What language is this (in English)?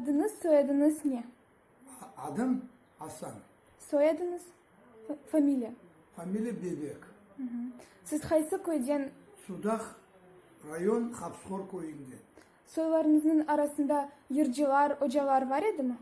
Crimean Tatar